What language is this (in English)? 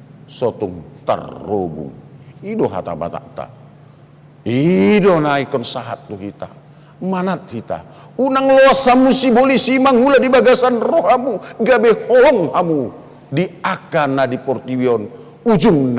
Batak Toba